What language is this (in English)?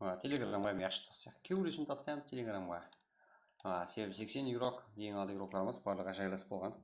Kara-Kalpak